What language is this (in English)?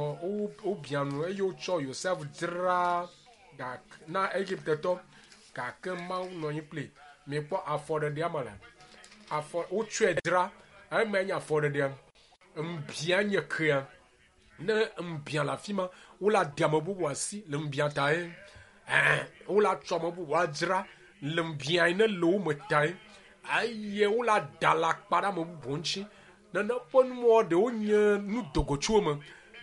Ewe